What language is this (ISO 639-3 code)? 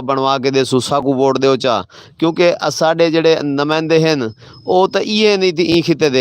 skr